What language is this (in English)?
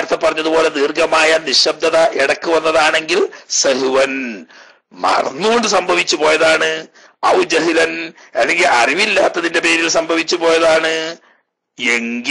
Malayalam